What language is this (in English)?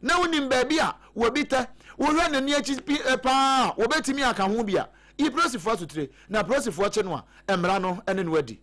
Akan